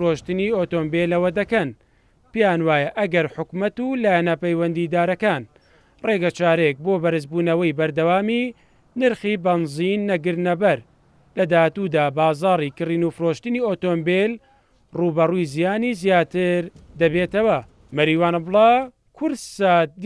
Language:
Central Kurdish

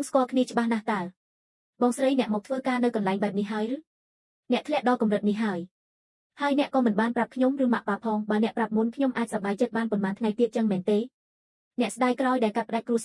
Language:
Khmer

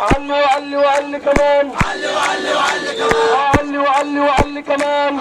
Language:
Egyptian Arabic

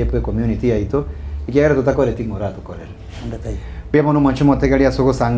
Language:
Gusii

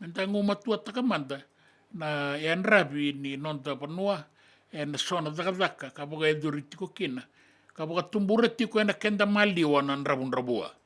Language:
Fijian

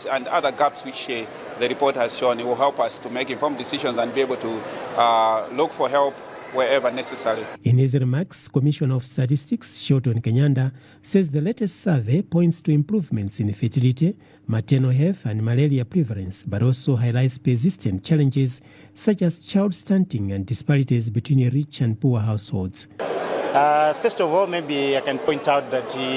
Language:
English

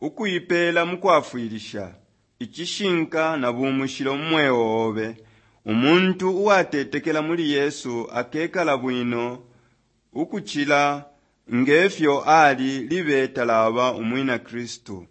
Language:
Bemba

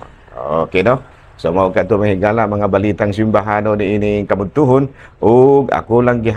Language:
Cebuano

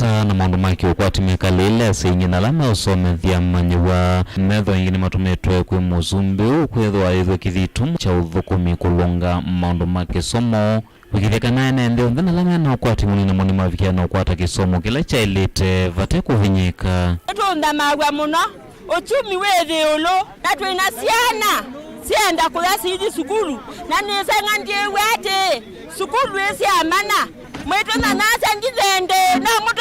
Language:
Kamba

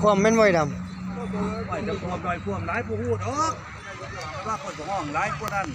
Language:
Northeastern Thai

